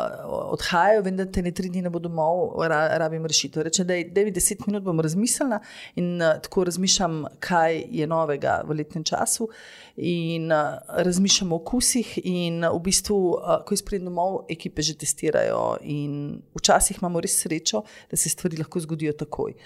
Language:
Slovenian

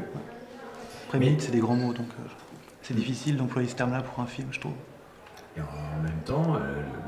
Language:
French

